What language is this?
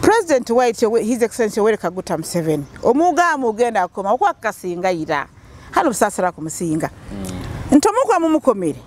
Nyoro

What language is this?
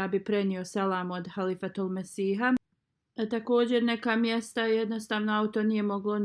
Bosnian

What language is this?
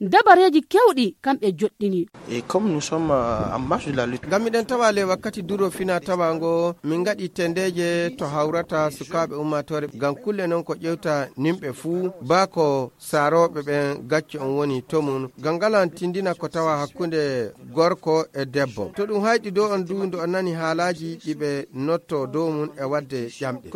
Fula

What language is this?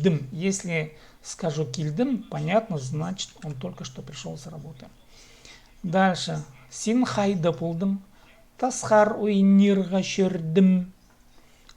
Khakas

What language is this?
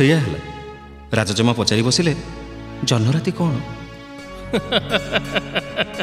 Odia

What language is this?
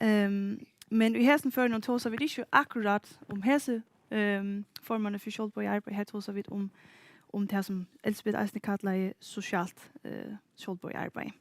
Faroese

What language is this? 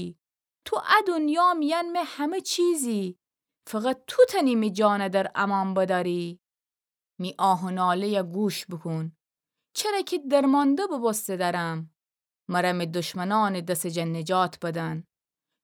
Gilaki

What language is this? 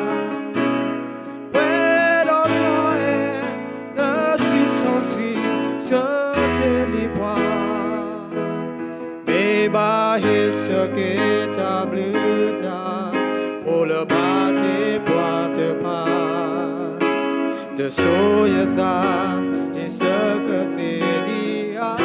S'gaw Karen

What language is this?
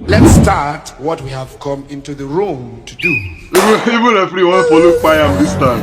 Nigerian Pidgin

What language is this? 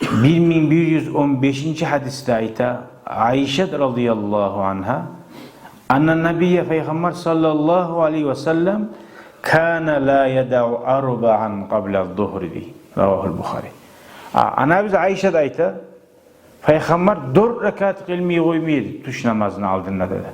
Kumyk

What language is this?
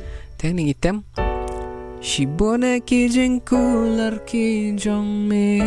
Khasi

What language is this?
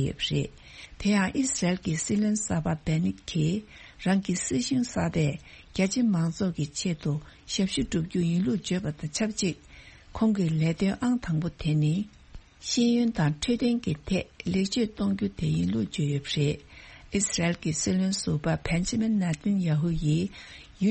Tibetan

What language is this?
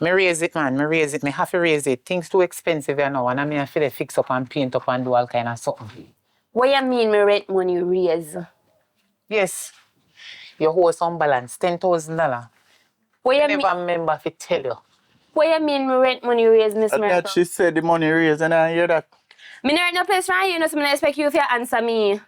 Jamaican Creole English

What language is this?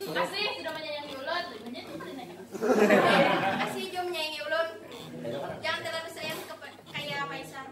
Banjar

